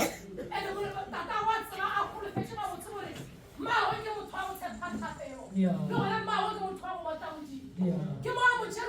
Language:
Northern Sotho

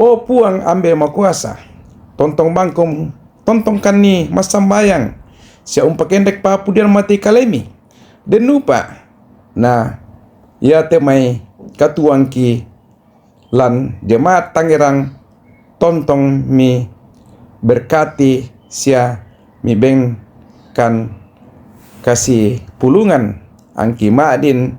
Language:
Toraja-Sa'dan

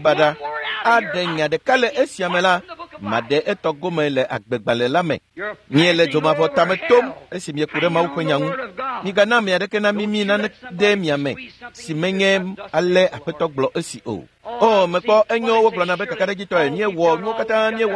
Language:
Ewe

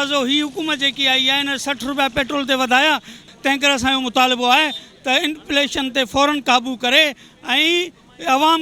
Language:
Sindhi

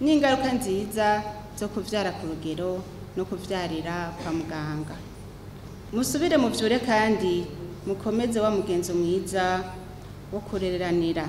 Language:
Rundi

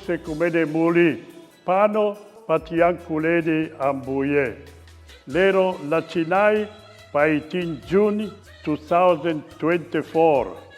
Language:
Nyanja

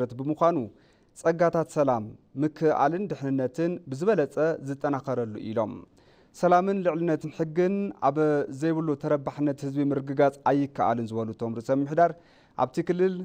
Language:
Tigrinya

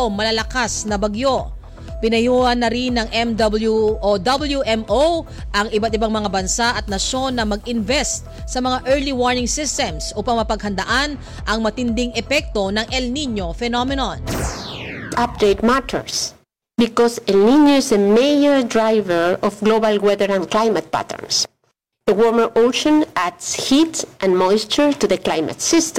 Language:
Filipino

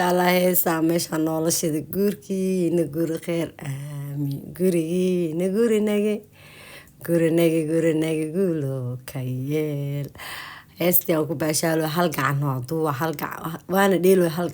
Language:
Somali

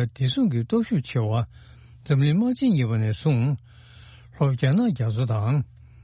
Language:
Tibetan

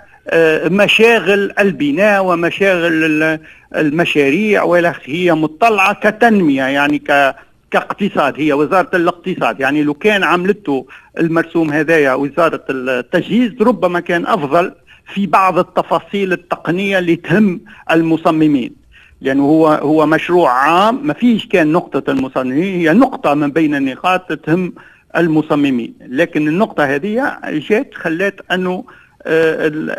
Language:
Tunisian Arabic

